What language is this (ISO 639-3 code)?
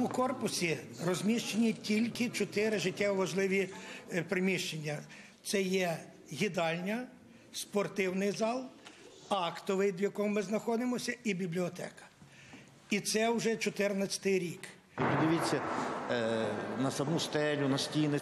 ukr